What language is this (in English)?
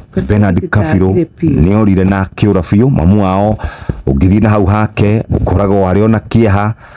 Kikuyu